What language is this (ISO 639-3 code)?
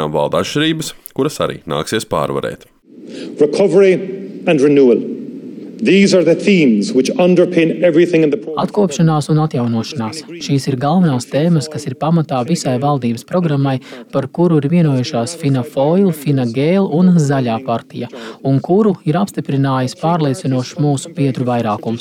lav